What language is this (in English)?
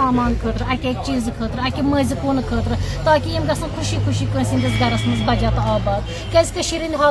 Kashmiri